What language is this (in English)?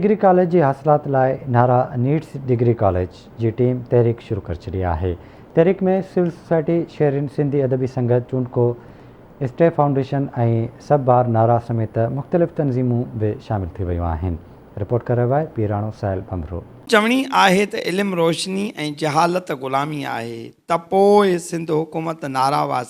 Sindhi